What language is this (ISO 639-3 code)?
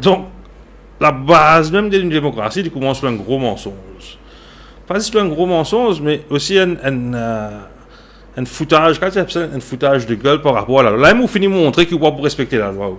mfe